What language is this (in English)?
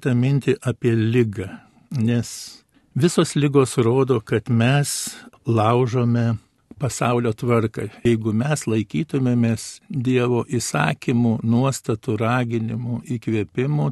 Lithuanian